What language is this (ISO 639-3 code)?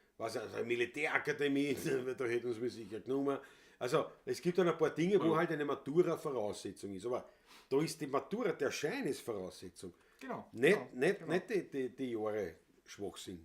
bar